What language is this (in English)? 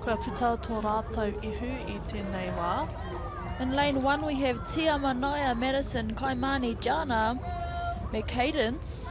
Māori